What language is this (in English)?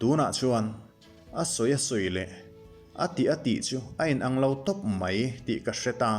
Mizo